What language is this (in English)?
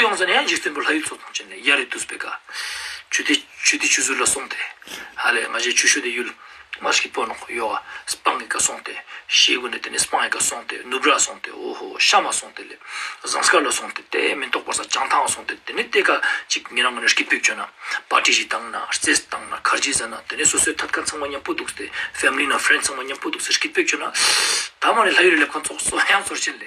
Ladakhi